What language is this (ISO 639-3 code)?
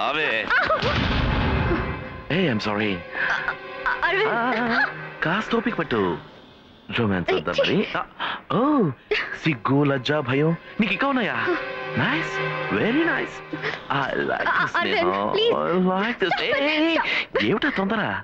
tel